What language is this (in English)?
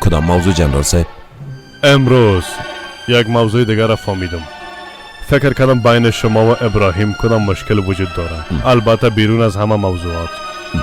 Persian